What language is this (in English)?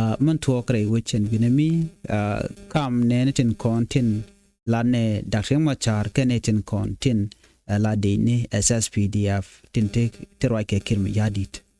Nuer